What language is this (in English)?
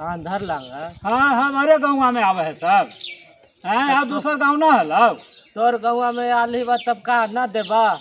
Magahi